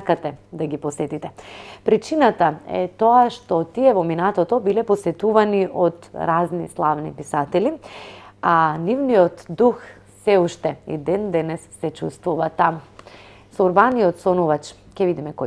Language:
Macedonian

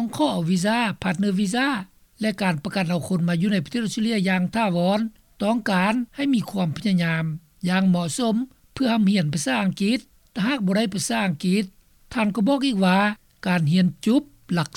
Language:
Lao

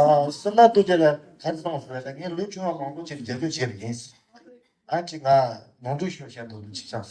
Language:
Tibetan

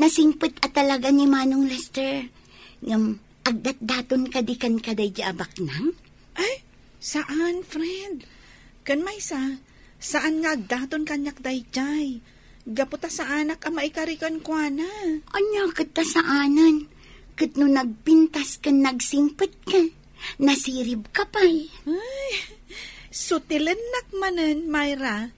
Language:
Iloko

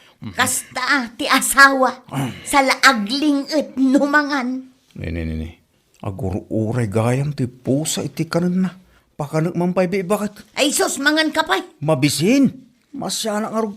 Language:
Iloko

